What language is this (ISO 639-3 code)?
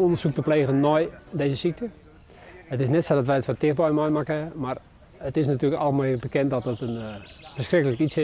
fry